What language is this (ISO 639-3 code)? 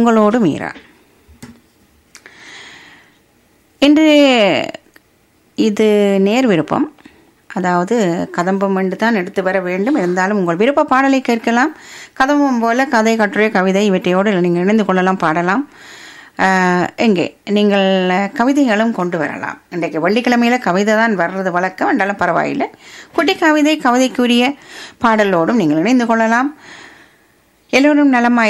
tam